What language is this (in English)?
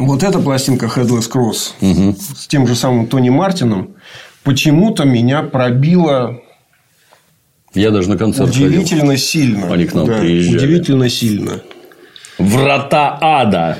Russian